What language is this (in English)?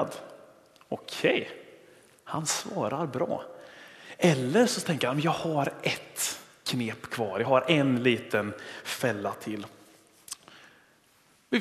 Swedish